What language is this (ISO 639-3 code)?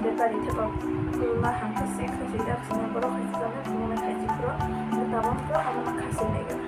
trp